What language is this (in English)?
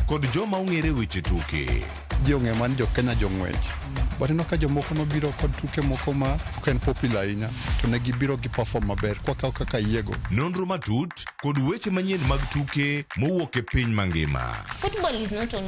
Luo (Kenya and Tanzania)